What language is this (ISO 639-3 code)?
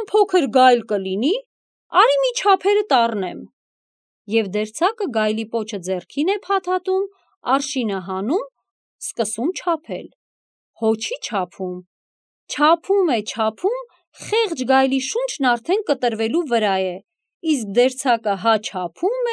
hye